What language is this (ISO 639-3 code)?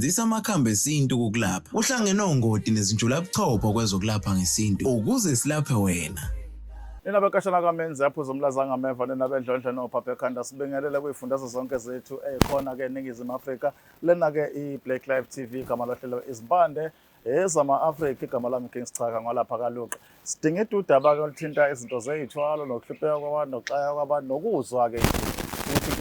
zul